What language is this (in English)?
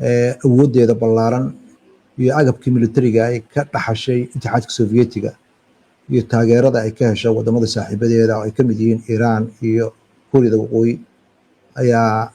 Somali